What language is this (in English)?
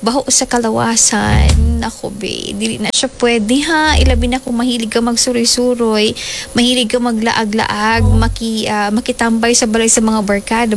Cebuano